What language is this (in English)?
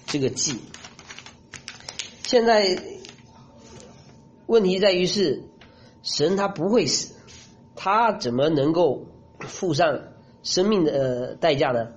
Chinese